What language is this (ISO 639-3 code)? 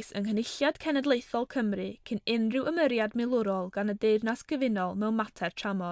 cym